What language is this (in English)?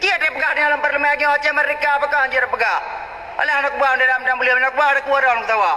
Achinese